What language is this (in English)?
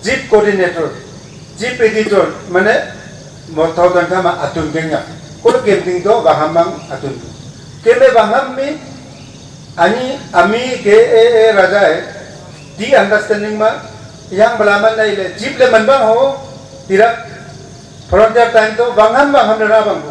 Wancho Naga